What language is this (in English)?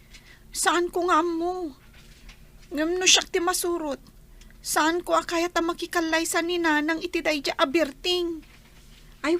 Iloko